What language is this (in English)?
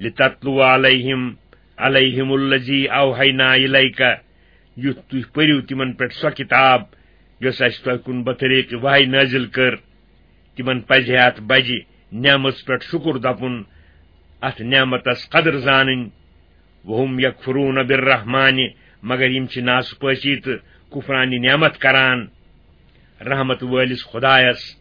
Kashmiri